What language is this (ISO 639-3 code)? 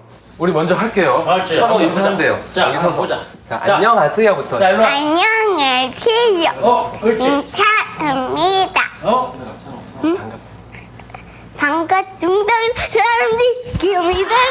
kor